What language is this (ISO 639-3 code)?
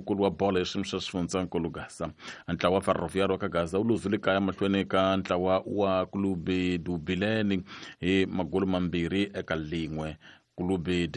tso